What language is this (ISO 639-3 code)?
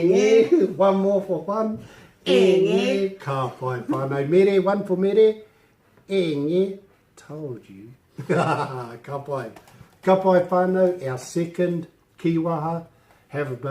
mri